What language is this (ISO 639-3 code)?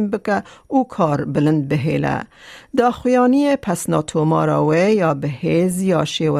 kur